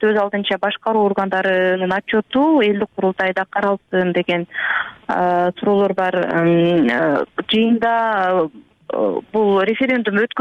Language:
Kyrgyz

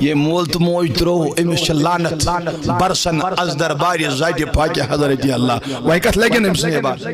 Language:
Kashmiri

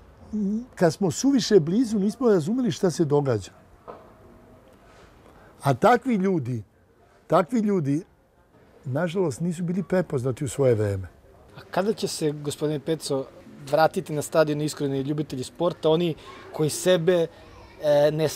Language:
Serbian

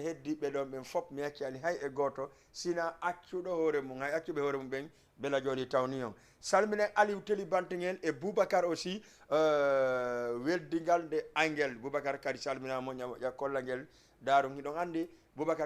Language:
Fula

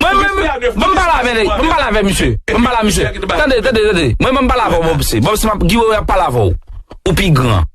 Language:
Haitian Creole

